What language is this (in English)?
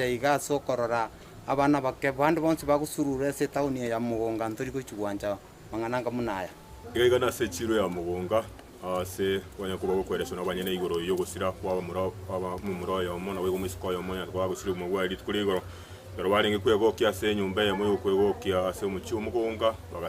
Gusii